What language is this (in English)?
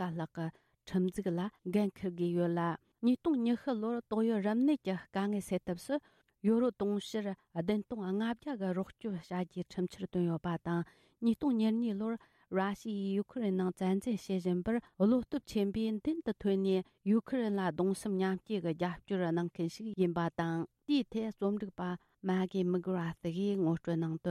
Tibetan